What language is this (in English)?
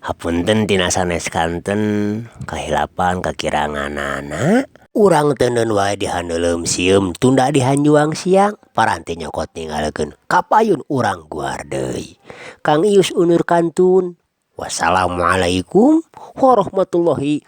Sundanese